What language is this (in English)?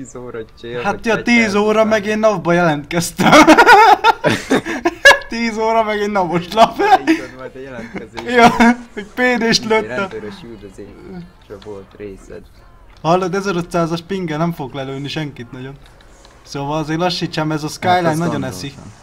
Hungarian